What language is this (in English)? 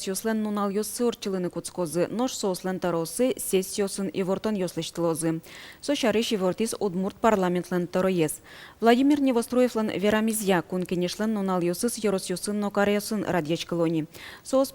Udmurt